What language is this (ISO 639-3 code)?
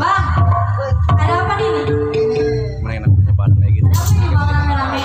bew